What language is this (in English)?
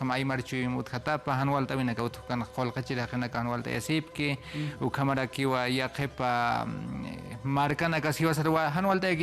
Aymara